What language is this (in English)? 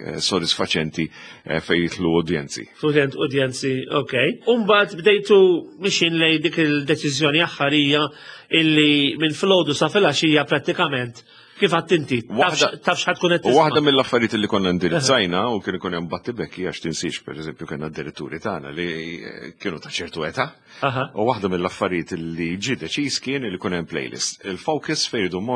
Maltese